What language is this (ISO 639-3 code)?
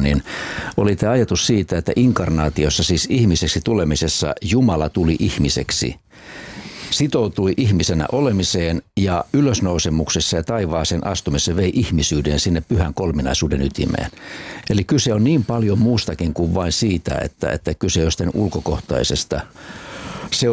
fin